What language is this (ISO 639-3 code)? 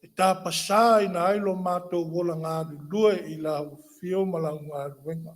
smo